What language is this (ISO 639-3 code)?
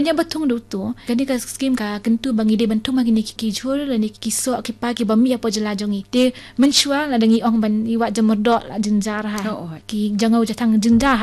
kha